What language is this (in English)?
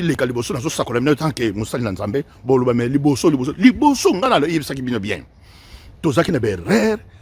Lingala